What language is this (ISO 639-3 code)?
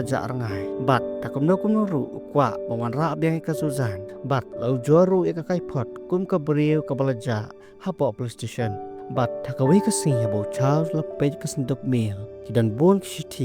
kha